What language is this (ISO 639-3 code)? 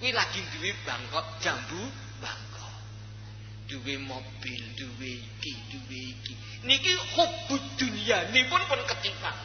jav